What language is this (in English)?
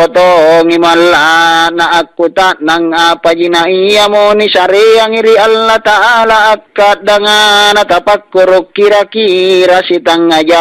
Makasar